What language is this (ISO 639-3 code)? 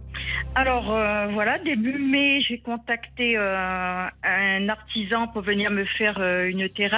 fra